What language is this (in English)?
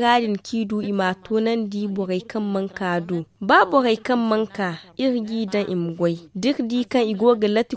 Zarma